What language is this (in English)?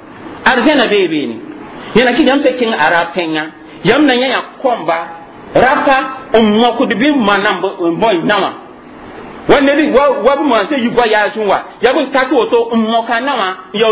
Mossi